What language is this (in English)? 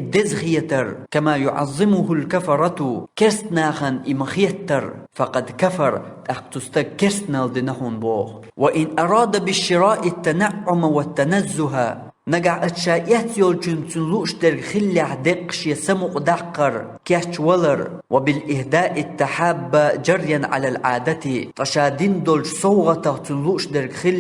Chechen